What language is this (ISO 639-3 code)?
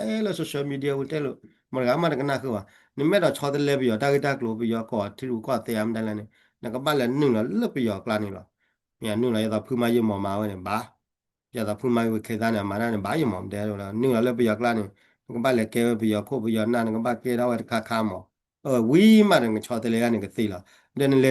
ksw